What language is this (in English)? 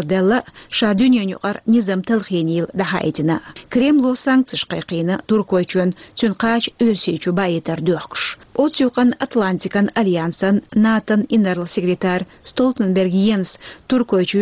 Chechen